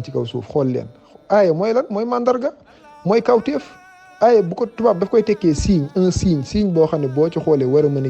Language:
Wolof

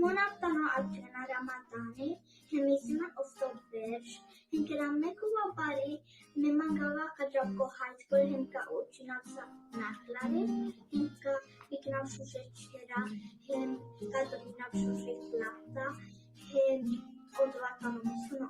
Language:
Balkan Romani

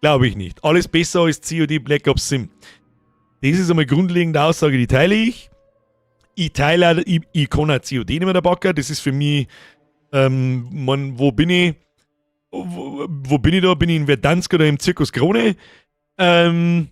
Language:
Bavarian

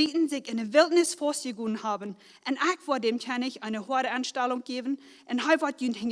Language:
Plautdietsch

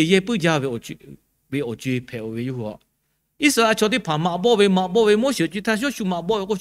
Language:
Lahu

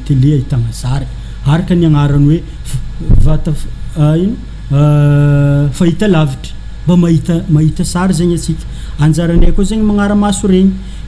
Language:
Malagasy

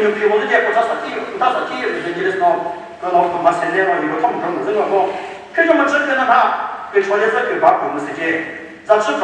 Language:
Chokri Naga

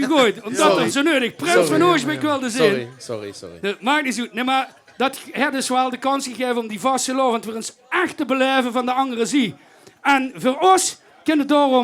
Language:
Limburgish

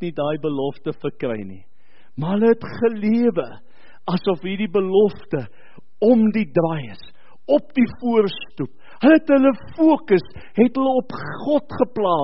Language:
Afrikaans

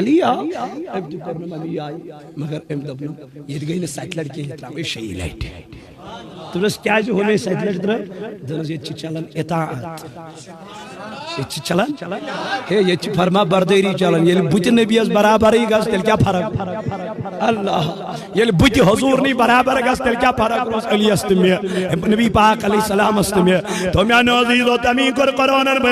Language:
Kashmiri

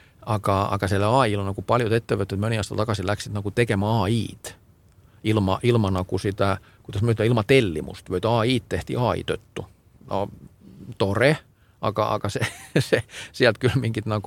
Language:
Estonian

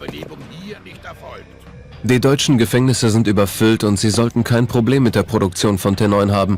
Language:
Bavarian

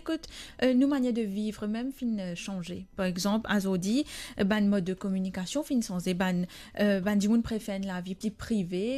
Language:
Morisyen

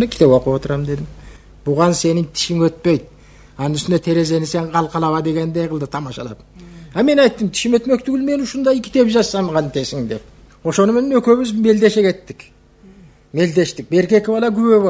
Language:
Kyrgyz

